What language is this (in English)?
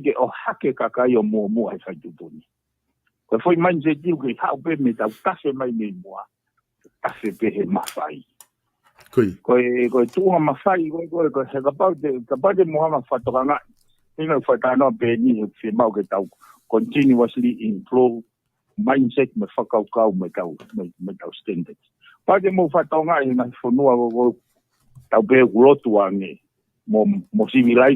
Tongan